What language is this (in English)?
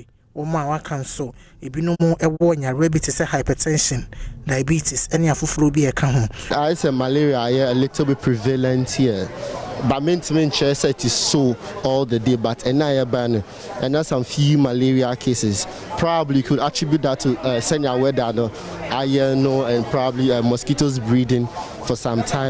Akan